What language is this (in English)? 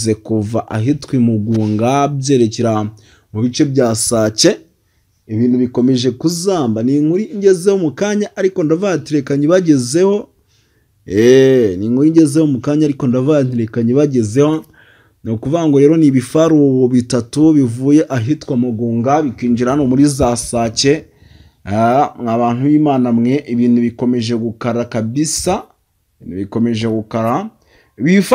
Kinyarwanda